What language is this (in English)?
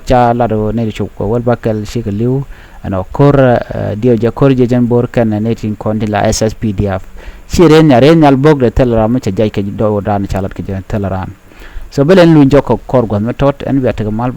Nuer